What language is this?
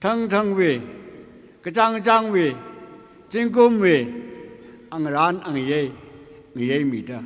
Tangkhul Naga (India)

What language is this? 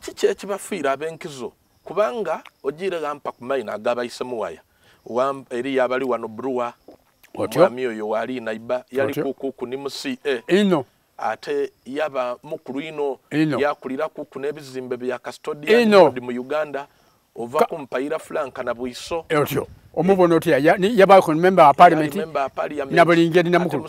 Soga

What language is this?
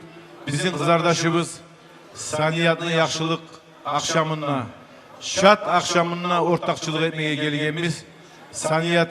Kumyk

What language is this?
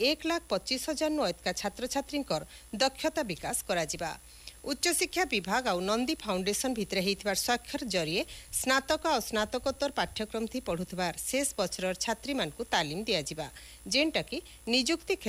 Odia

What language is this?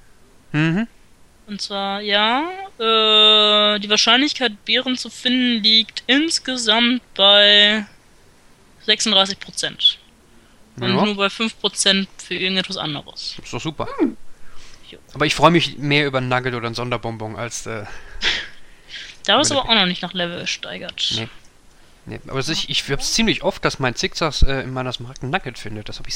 German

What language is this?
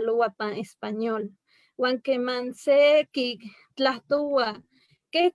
Eastern Huasteca Nahuatl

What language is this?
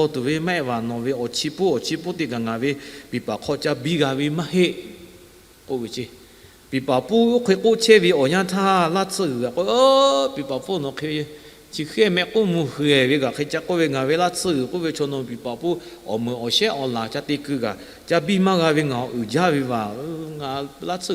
Lahu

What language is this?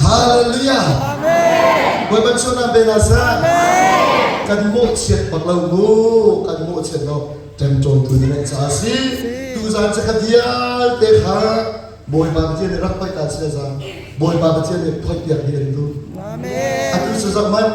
Hakha Chin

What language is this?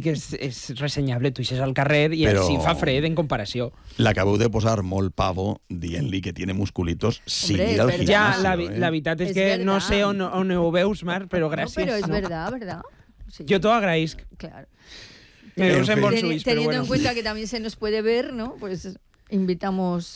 Catalan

